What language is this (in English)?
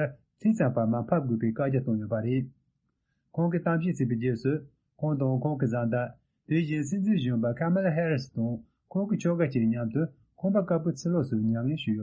Tibetan